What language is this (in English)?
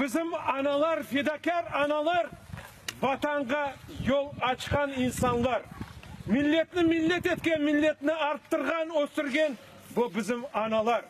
Crimean Tatar